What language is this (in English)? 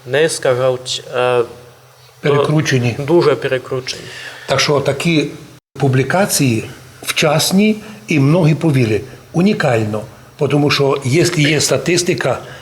Rusyn